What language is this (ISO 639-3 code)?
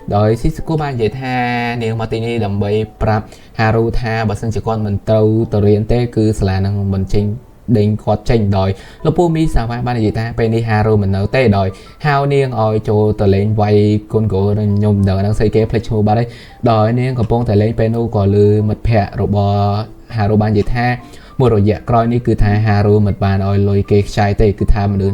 khm